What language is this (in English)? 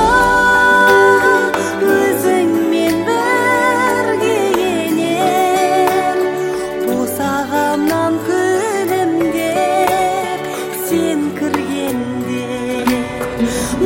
Kazakh